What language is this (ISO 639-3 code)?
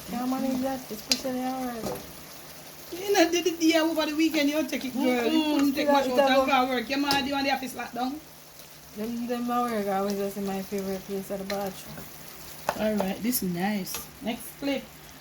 jam